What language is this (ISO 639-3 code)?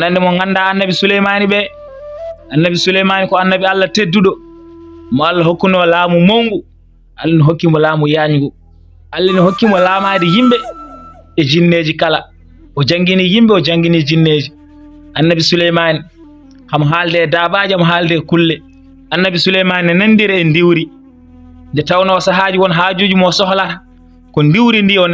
ful